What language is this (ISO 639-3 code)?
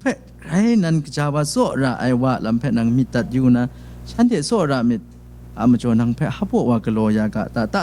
kac